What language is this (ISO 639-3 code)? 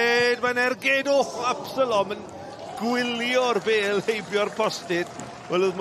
cym